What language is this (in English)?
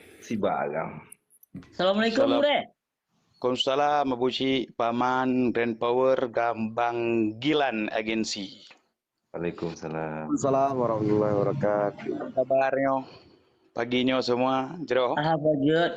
Achinese